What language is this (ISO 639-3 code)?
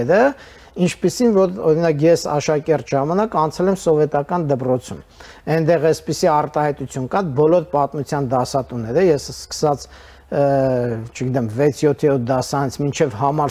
hye